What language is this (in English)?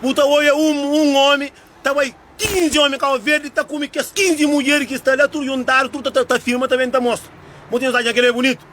Kabuverdianu